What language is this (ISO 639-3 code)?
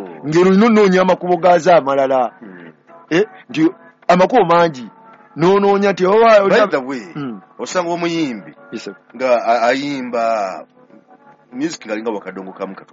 lug